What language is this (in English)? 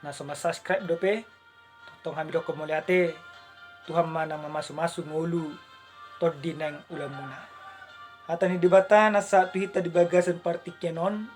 Batak Toba